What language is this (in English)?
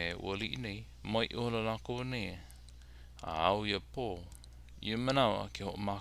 Hawaiian